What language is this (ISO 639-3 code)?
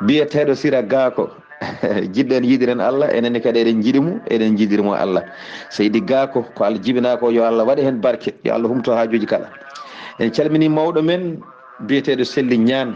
ful